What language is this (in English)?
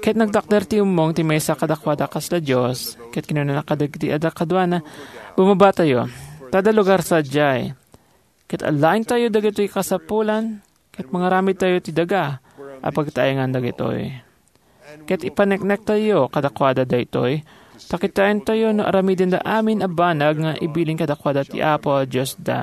Iloko